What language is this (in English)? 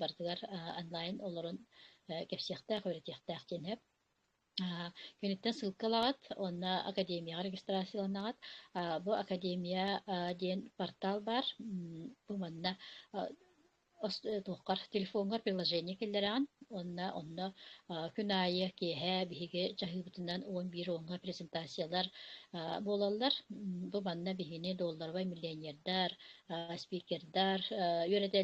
Yakut